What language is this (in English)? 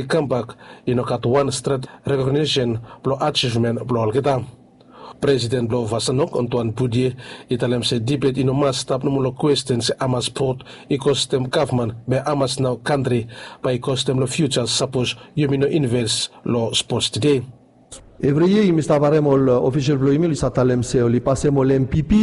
Bislama